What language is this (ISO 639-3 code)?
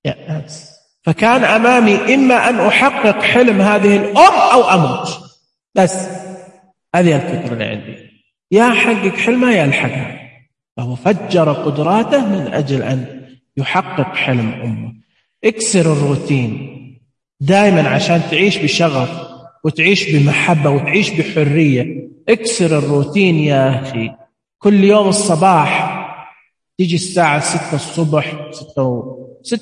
ars